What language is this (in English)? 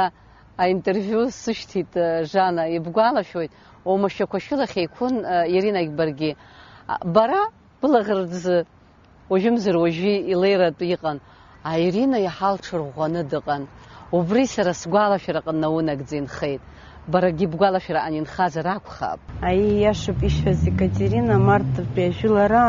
Abkhazian